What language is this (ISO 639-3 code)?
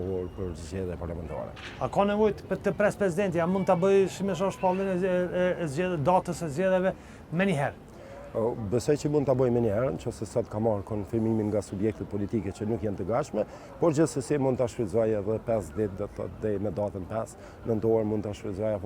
sqi